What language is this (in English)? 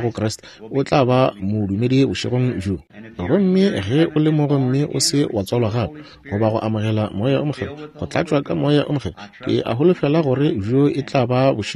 Northern Sotho